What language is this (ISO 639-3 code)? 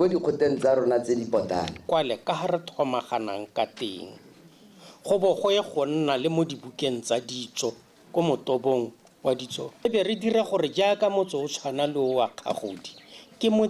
tsn